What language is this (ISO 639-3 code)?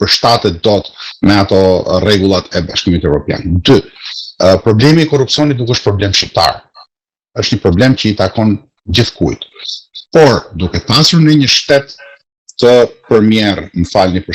sqi